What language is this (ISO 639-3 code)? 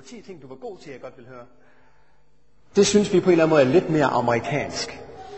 dan